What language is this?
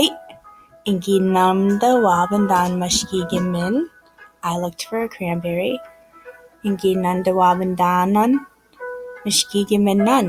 Ojibwa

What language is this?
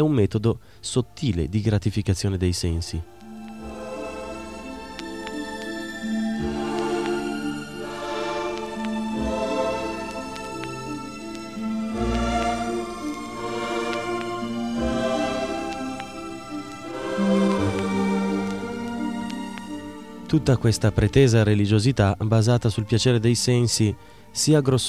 Italian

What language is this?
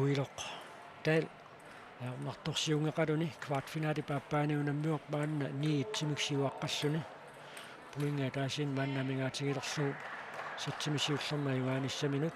Kalaallisut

